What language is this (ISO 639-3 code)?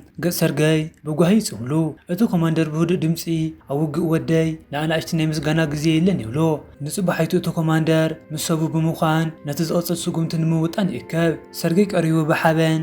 tir